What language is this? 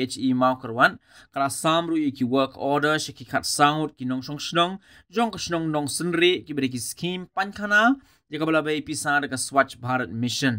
Khasi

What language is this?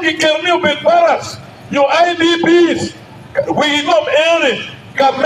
Acoli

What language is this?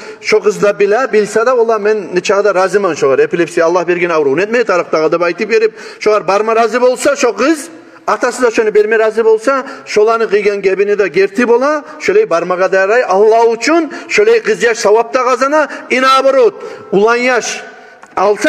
Kumyk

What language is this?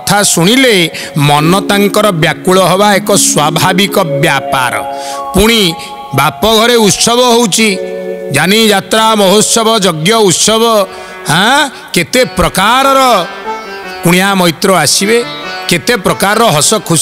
Odia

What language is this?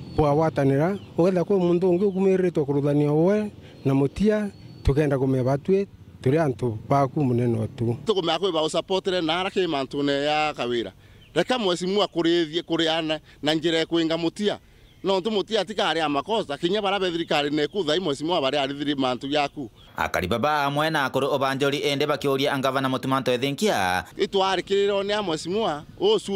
Meru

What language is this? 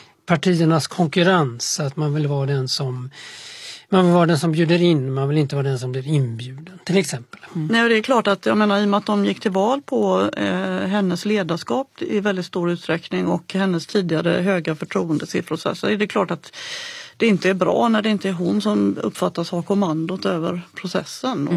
Swedish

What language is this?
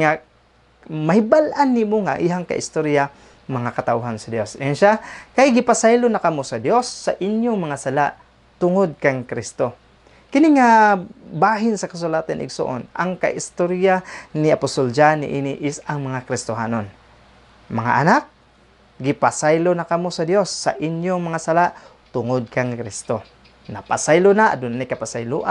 Cebuano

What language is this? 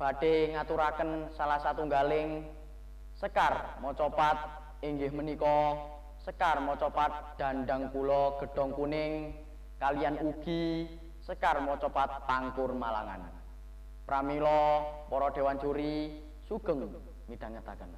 Javanese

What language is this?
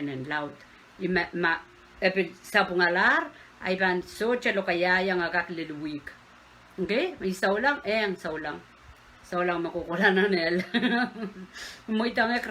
Pohnpeian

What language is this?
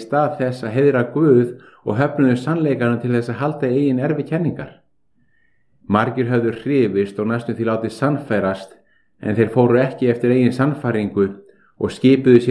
Icelandic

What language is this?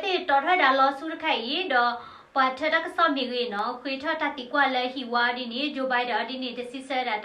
S'gaw Karen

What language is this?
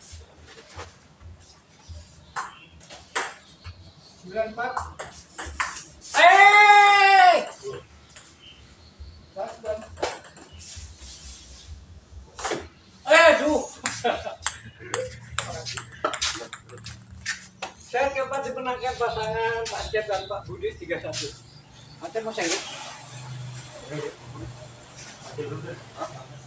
Indonesian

